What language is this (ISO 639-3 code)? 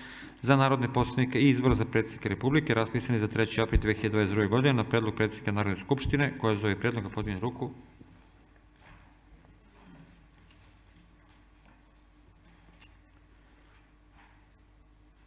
srp